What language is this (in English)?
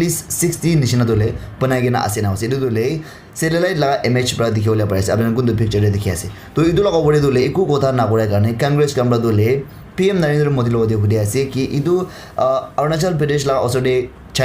Naga Pidgin